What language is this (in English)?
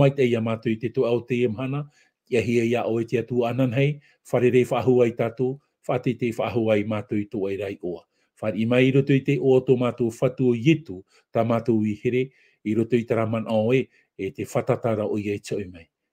Tahitian